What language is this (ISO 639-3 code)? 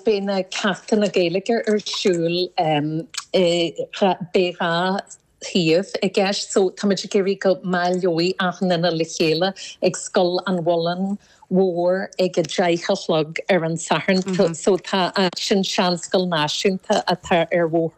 gle